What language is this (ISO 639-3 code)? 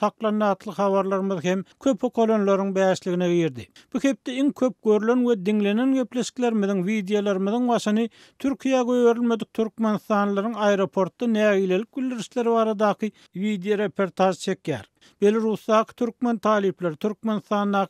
tuk